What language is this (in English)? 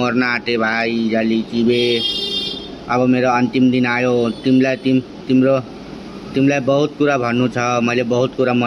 Nepali